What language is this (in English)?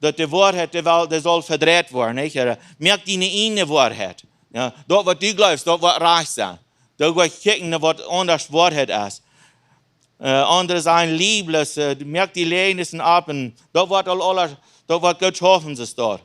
Plautdietsch